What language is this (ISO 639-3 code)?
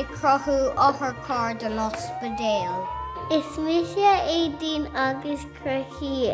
gle